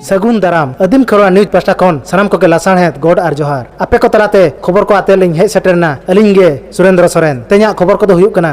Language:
Santali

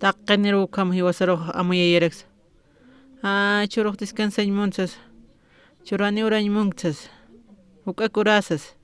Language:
Aymara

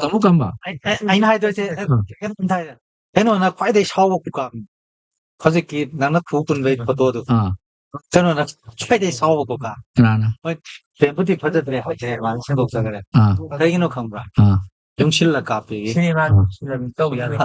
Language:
Manipuri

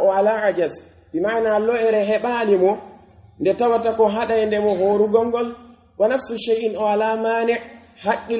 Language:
Pular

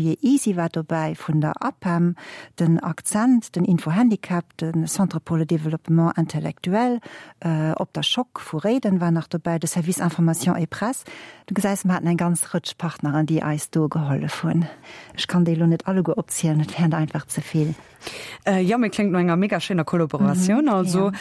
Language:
Luxembourgish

